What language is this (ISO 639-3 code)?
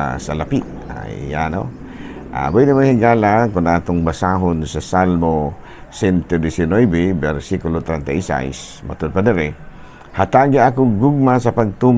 ceb